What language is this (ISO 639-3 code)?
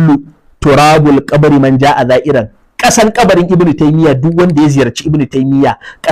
hau